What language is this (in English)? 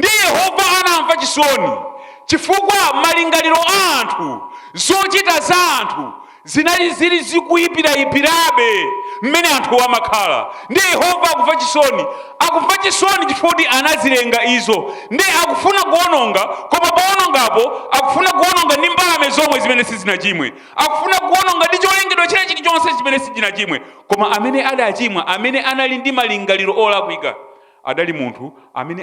Nyanja